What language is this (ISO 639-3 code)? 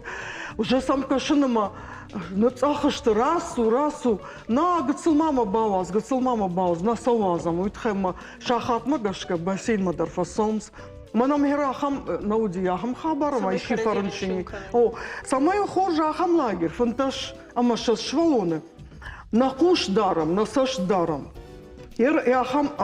oss